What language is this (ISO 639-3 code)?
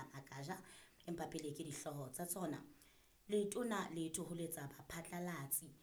sot